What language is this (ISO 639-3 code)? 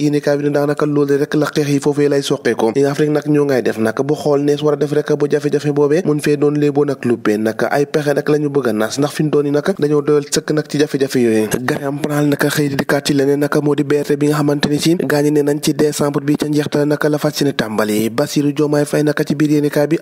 wol